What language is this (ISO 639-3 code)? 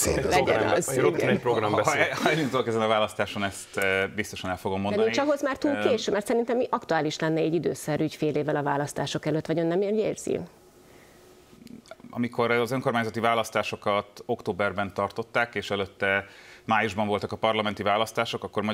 hun